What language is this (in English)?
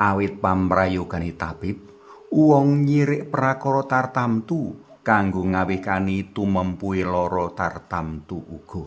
Javanese